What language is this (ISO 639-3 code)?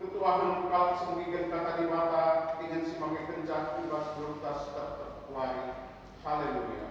btx